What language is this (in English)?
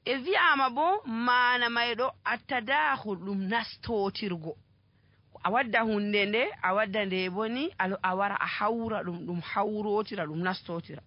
Nigerian Fulfulde